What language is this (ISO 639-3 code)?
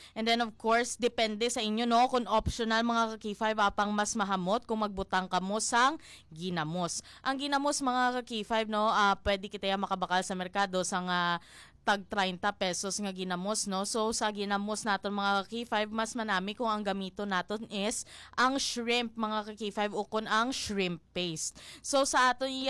hil